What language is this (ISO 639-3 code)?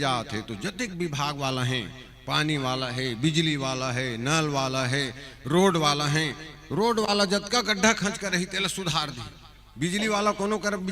hne